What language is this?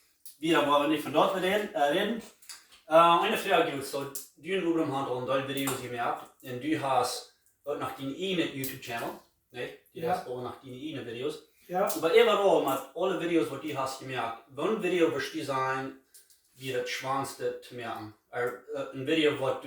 Plautdietsch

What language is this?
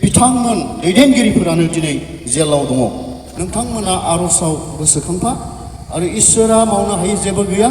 Bodo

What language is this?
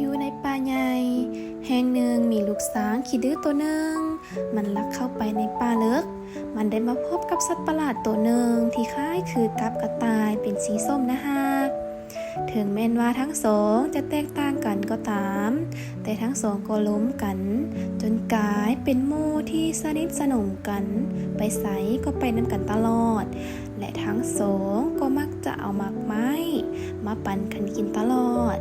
Lao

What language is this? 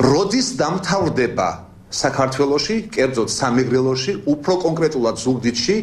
Georgian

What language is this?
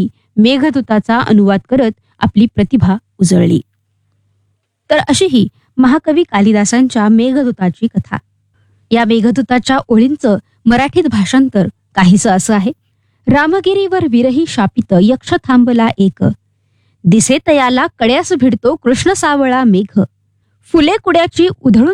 Marathi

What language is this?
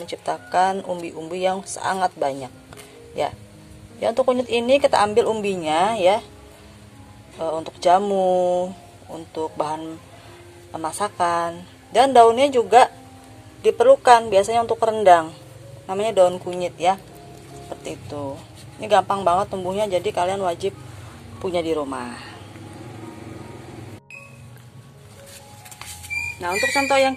Indonesian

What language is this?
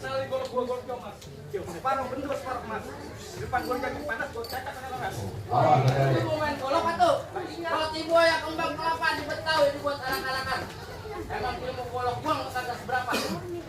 Betawi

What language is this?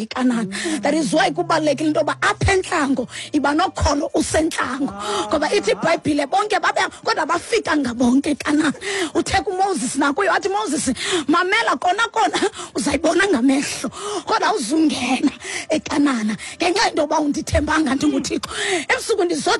Xhosa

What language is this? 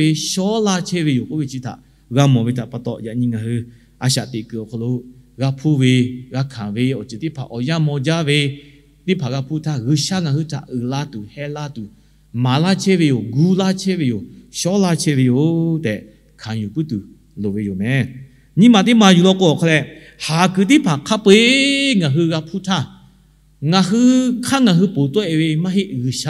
Lahu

